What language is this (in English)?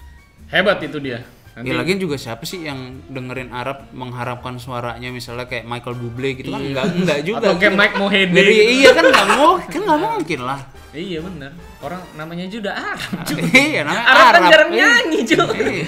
Indonesian